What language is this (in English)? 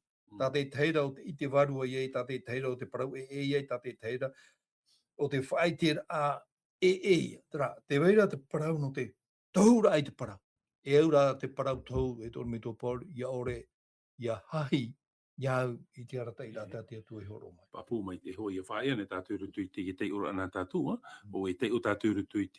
Tahitian